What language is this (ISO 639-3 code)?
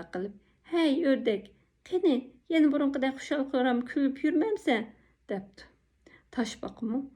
uig